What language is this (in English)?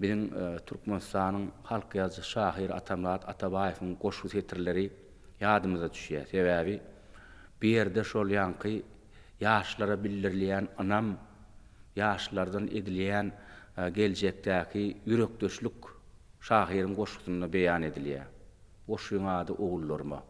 Turkmen